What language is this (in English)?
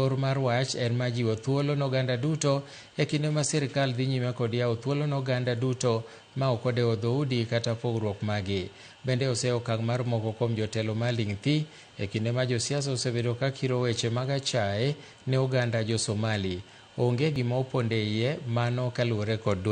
Luo (Kenya and Tanzania)